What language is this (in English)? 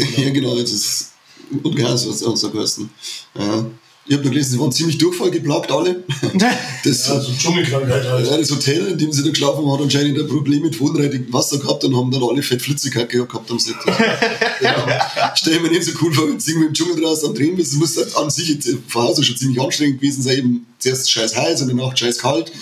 Bavarian